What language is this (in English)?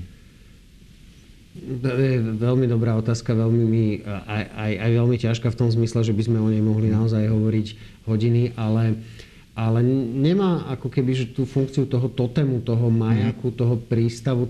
Slovak